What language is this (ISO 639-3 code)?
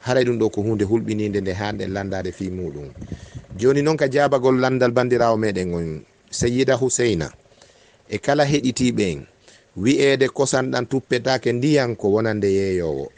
ful